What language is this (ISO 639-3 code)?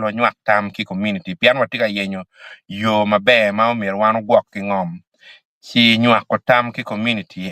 ach